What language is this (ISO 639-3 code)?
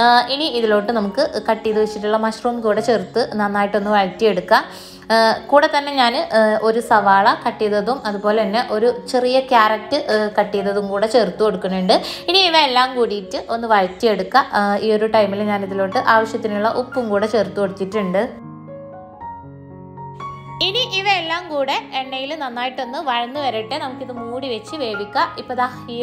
mal